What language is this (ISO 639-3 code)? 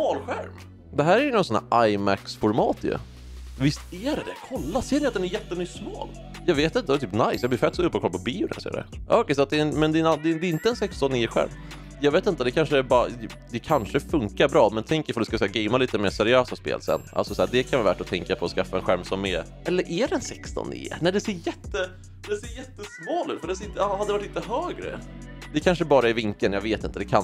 swe